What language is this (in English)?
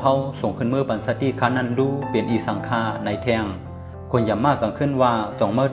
Shan